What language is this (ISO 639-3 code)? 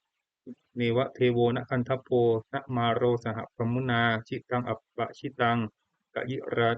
pli